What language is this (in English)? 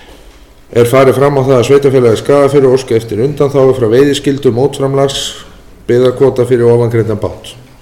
Icelandic